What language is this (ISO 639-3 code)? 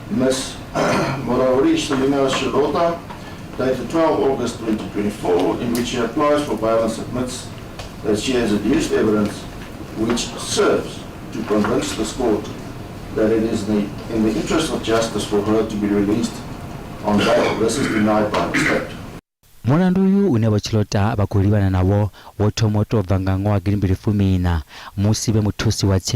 ven